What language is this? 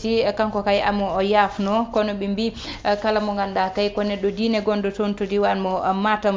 Fula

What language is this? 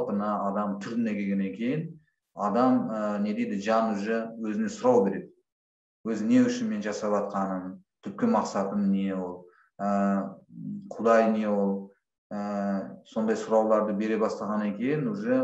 Kazakh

